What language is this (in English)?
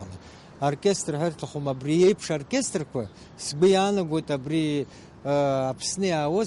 Abkhazian